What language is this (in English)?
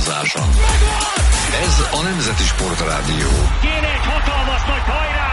Hungarian